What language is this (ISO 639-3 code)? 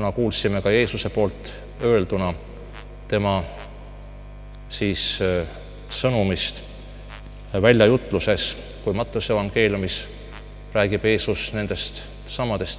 est